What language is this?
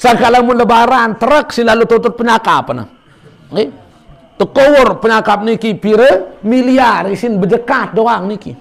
Sasak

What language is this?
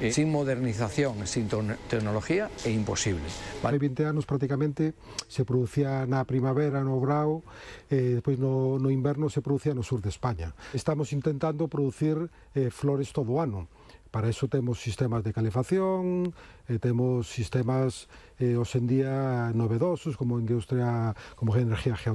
Galician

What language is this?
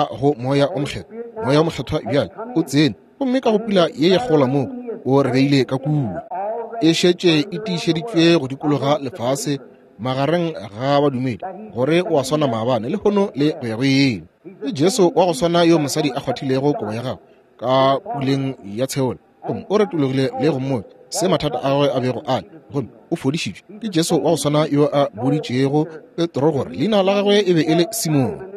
Northern Sotho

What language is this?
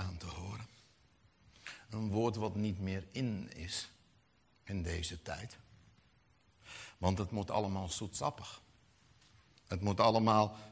Dutch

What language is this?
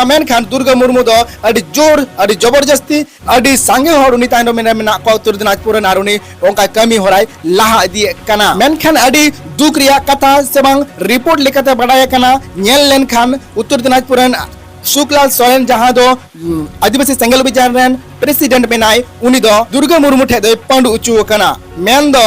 Santali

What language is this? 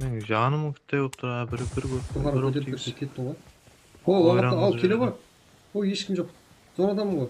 Kara-Kalpak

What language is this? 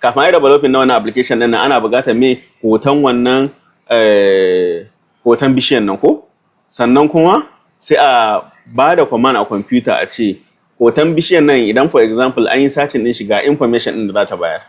Hausa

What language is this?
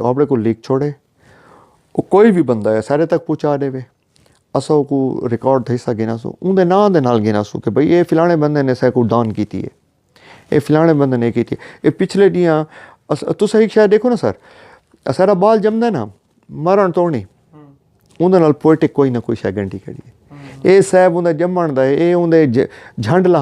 Saraiki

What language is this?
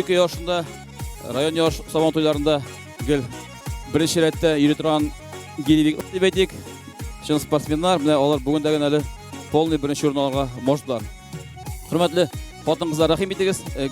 Tatar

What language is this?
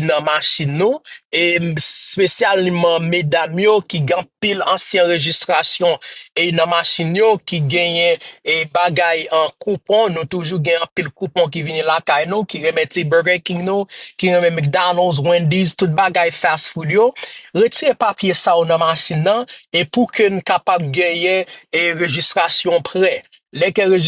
Haitian Creole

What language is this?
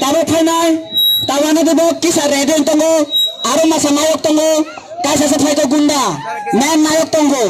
Kok Borok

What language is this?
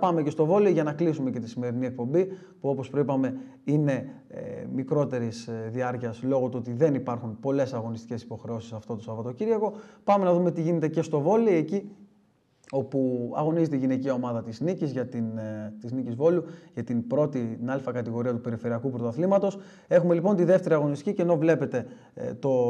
Greek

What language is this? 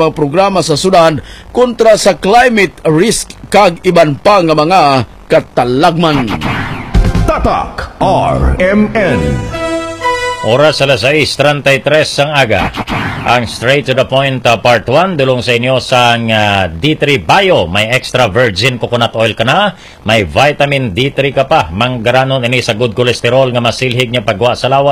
Hiligaynon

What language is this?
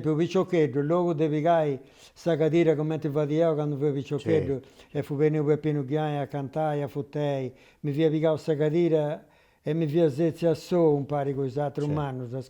Sardinian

